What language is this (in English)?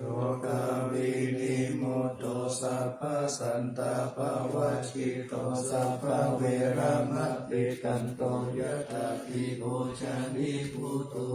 Pali